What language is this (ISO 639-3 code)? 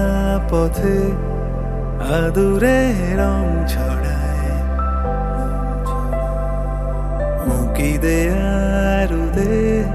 ben